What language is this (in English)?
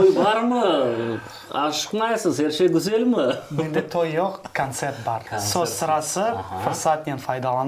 Crimean Tatar